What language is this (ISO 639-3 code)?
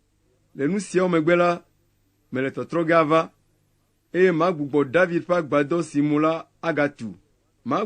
ewe